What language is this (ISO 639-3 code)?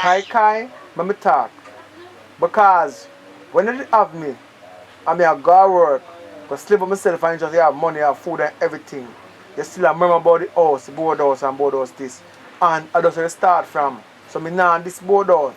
jam